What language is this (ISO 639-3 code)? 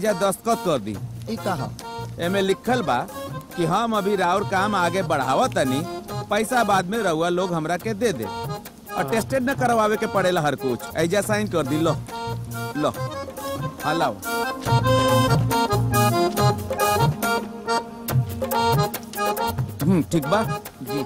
bho